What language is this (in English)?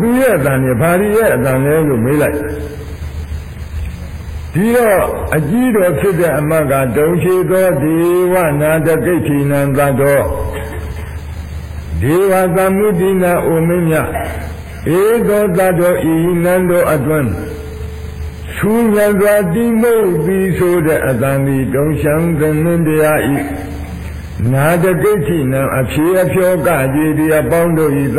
Burmese